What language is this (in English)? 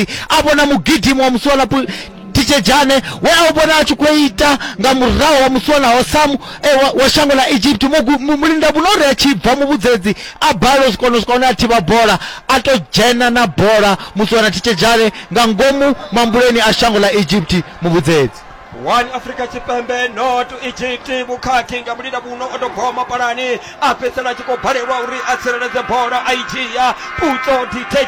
Venda